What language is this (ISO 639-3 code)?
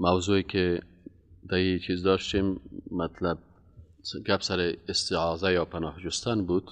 fas